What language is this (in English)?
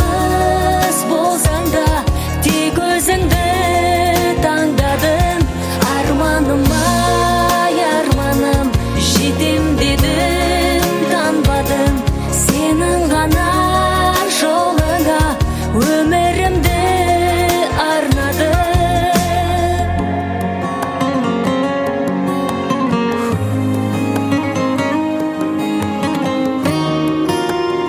Kazakh